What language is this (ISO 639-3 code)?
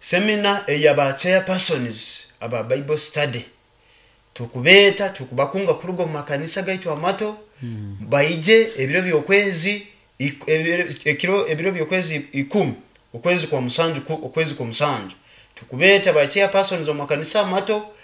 nyo